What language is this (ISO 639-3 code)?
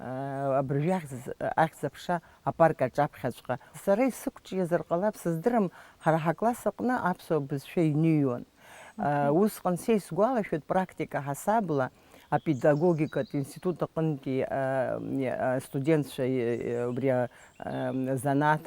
abk